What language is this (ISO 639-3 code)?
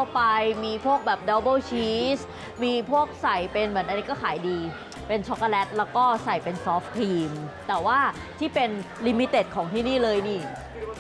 tha